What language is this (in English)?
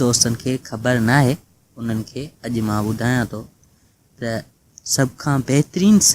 Sindhi